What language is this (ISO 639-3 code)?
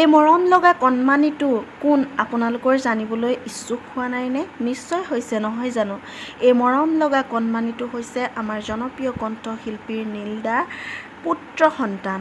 asm